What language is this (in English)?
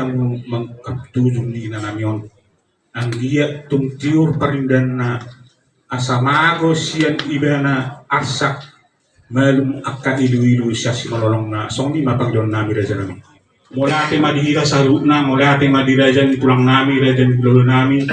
Batak Toba